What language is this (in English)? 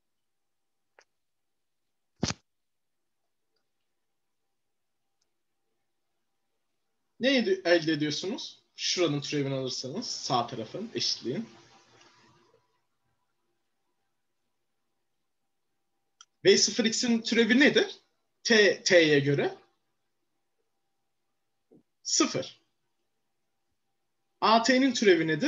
Turkish